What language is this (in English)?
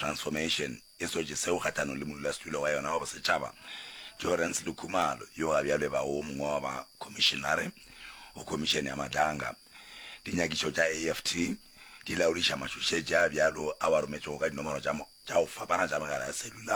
Northern Sotho